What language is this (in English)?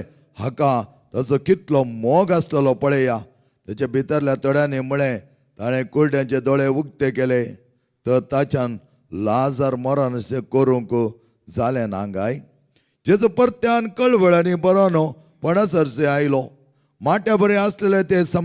Konkani